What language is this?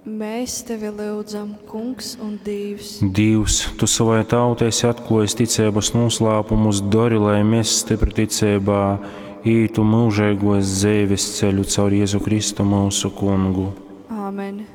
Latgalian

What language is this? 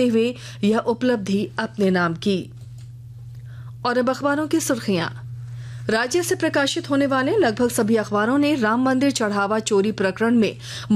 Hindi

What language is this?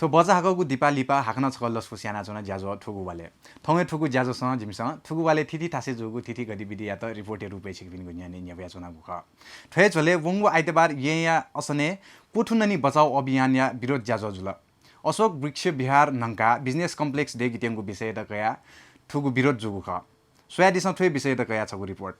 Newari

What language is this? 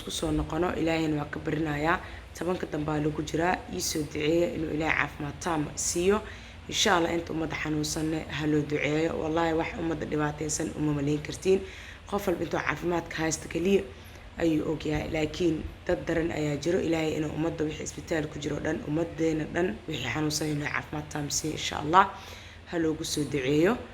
Somali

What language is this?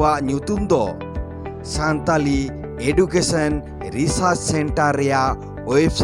Santali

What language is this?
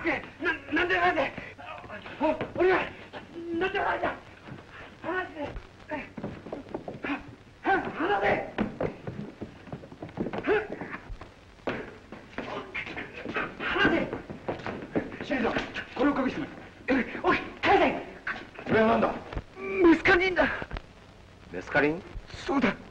Japanese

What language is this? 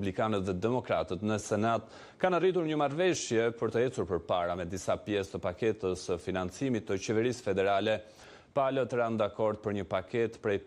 Albanian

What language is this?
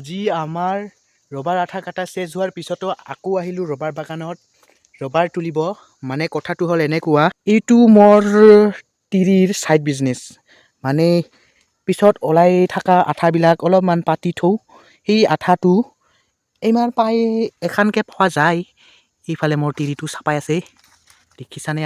Assamese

